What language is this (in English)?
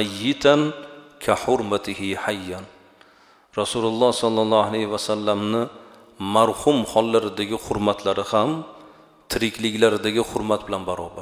Uzbek